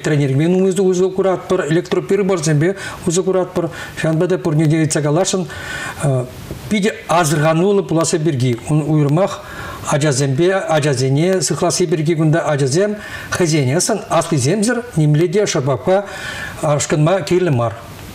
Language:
Chuvash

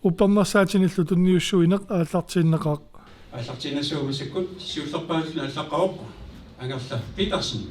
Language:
Kalaallisut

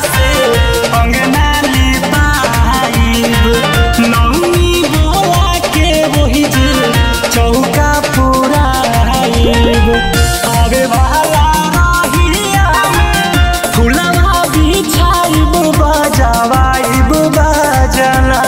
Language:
Bhojpuri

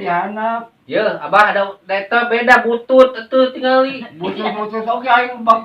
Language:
Sundanese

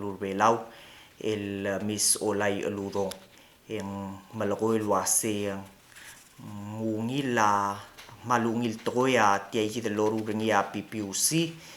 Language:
Palauan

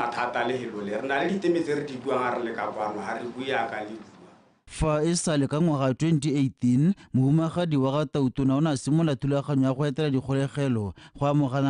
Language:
Tswana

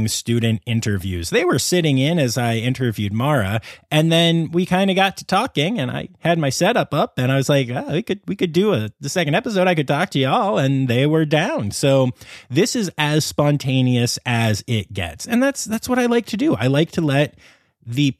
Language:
English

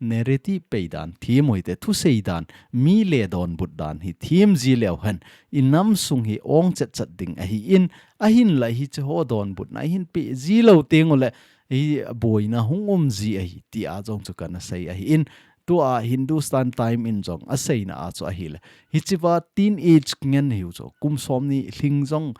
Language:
Thado Chin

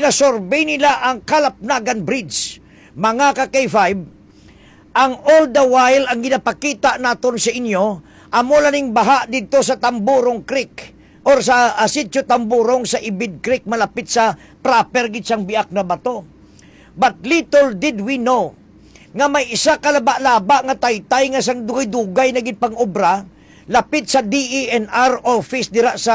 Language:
Hiligaynon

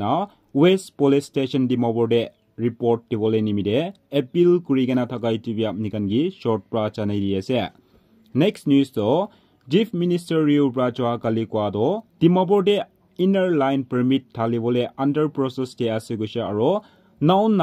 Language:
Naga Pidgin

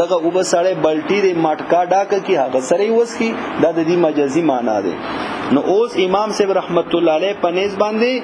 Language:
Pashto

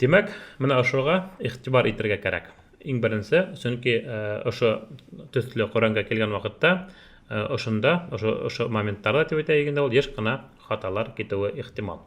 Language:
Bashkir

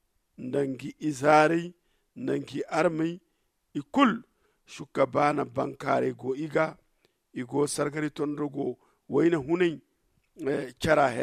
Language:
Zarma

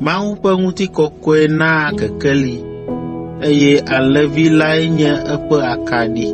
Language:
Ewe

